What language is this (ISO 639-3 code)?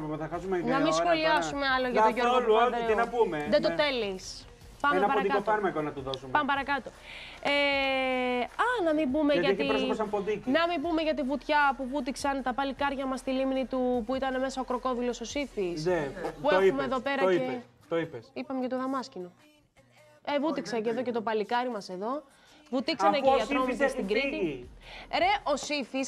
ell